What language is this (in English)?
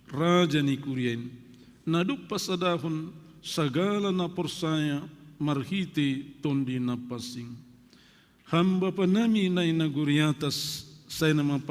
Batak Simalungun